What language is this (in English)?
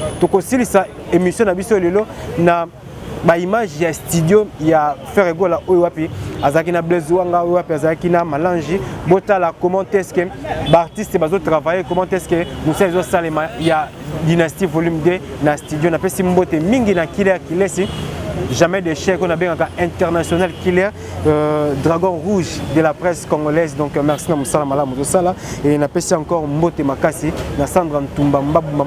Lingala